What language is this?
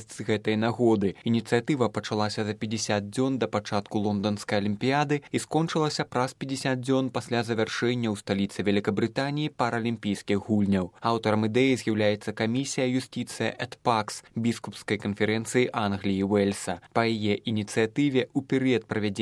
Belarusian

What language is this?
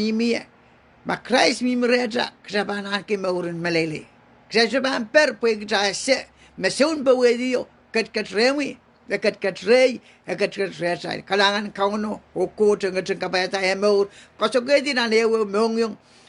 Pohnpeian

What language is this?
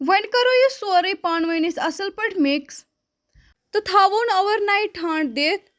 Kashmiri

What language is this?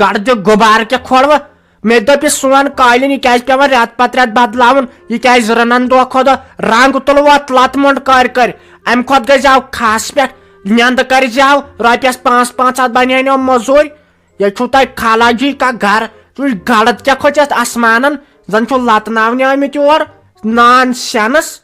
Kashmiri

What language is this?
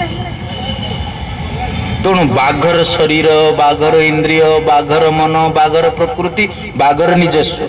Odia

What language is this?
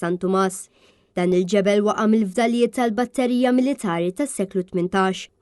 Maltese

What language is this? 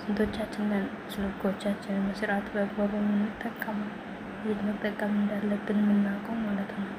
Amharic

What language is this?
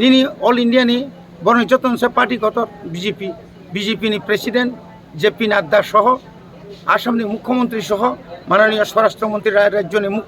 Kok Borok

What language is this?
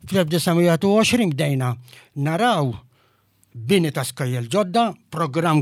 Maltese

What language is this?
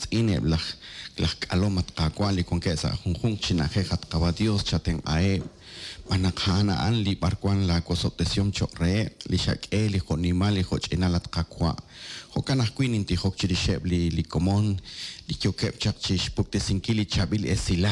Kekchí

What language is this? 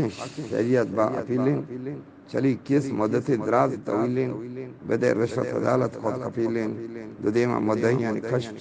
Eastern Balochi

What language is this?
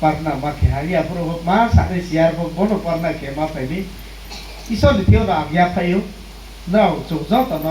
Riang (India)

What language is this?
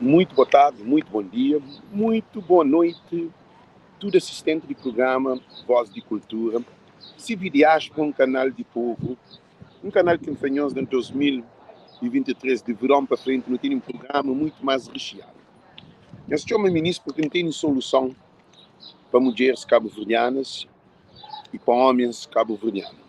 Kabuverdianu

